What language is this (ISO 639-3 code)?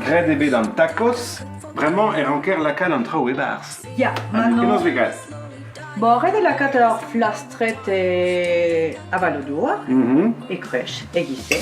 bre